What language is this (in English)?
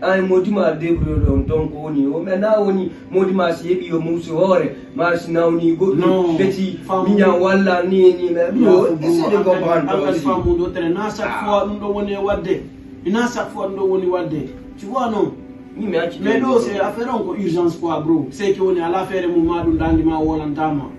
Fula